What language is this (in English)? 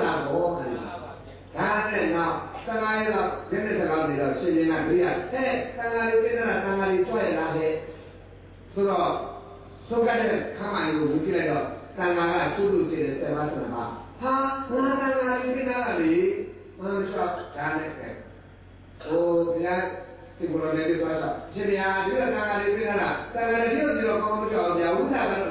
Burmese